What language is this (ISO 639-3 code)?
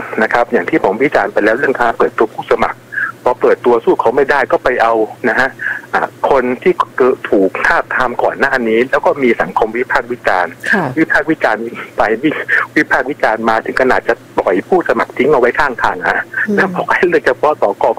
tha